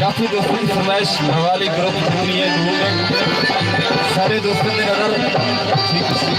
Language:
Saraiki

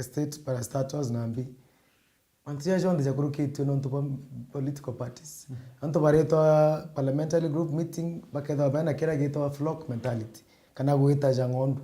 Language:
Meru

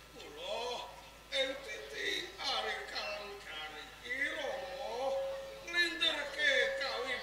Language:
Javanese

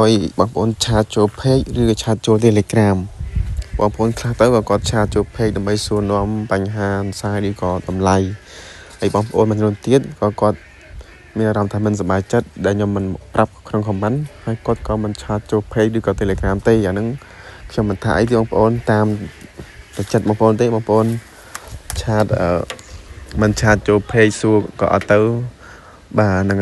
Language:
Khmer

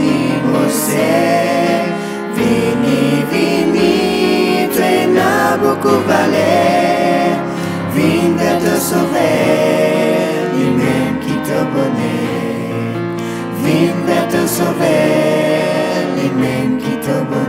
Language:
Morisyen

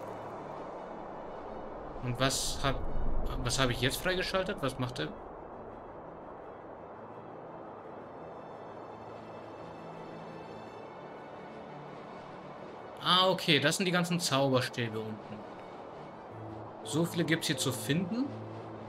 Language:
German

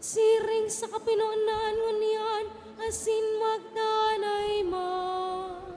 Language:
Bikol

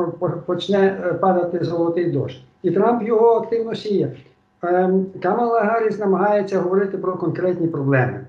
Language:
Ukrainian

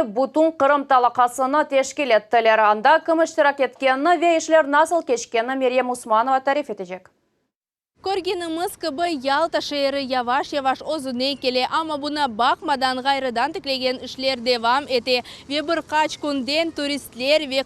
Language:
Crimean Tatar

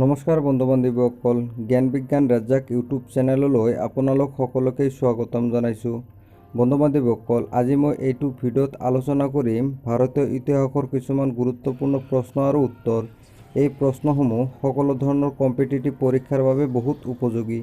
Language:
Assamese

